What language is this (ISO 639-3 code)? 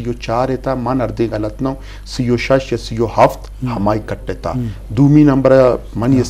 bgp